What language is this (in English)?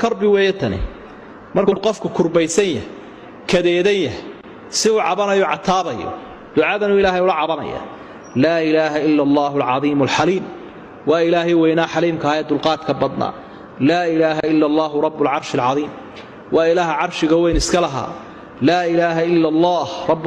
Somali